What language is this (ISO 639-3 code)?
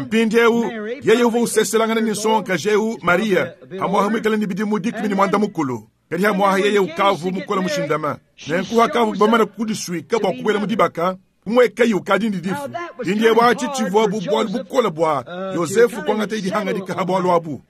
lua